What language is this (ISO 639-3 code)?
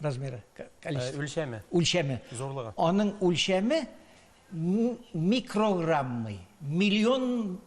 tat